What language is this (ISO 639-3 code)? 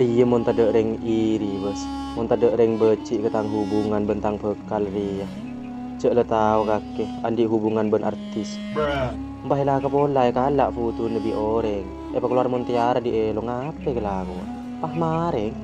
mad